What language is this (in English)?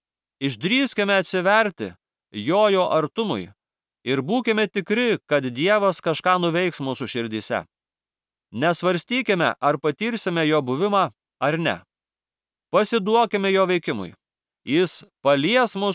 Lithuanian